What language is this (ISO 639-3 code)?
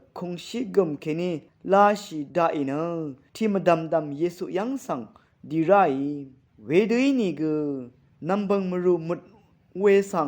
raw